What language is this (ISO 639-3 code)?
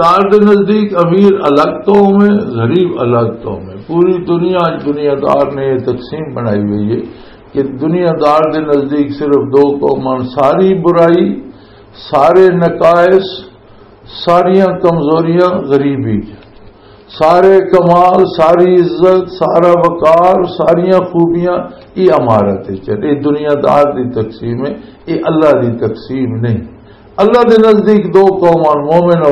lah